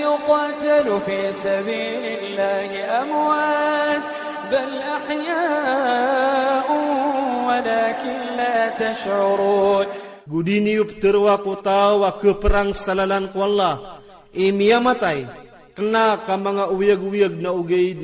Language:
Iranun (Philippines)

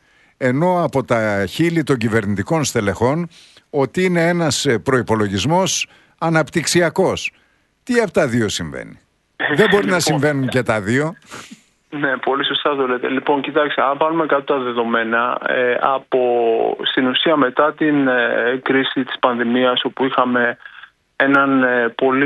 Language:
Greek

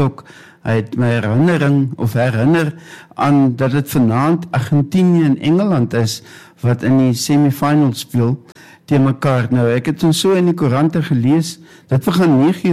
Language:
Afrikaans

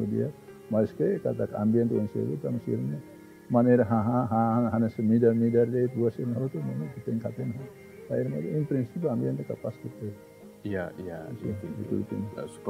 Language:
Tetum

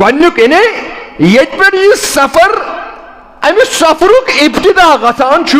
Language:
Kashmiri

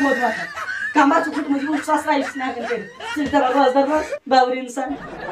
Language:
Kashmiri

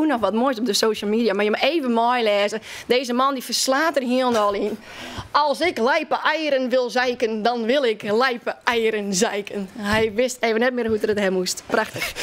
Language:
Western Frisian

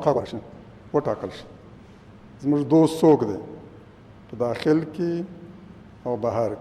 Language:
Pashto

